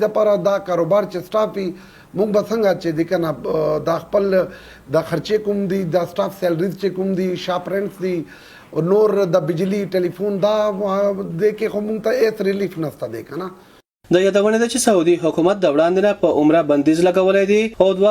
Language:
Pashto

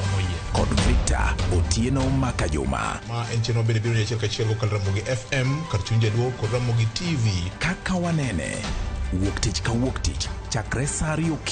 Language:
Luo (Kenya and Tanzania)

